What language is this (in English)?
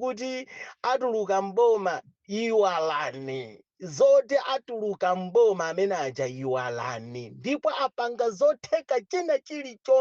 Nyanja